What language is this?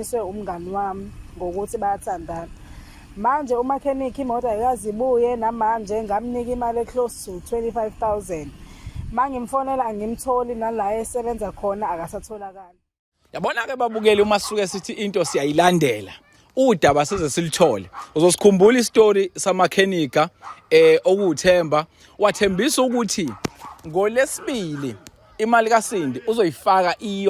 Zulu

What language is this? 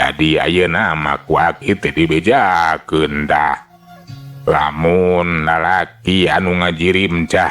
Sundanese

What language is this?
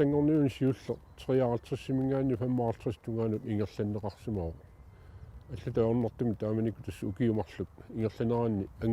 Kalaallisut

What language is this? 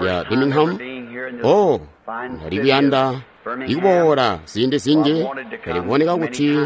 Tonga (Zambia)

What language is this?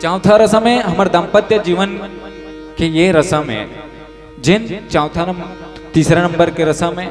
Chhattisgarhi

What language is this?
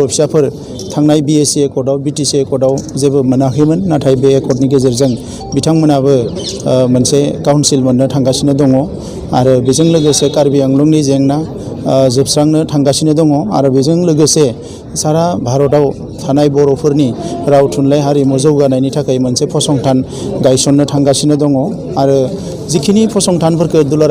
Bodo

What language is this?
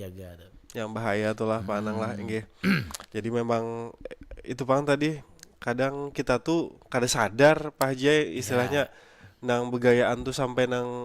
Banjar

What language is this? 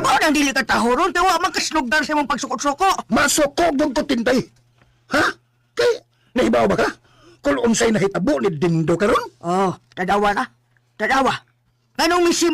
Cebuano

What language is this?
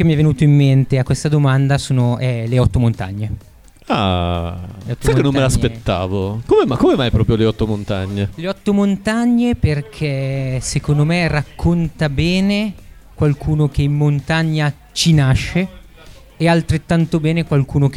Italian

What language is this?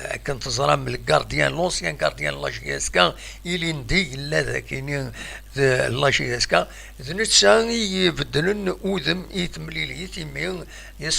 Kabyle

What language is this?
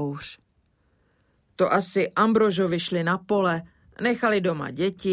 Czech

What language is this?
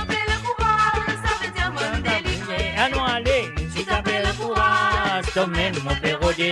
Morisyen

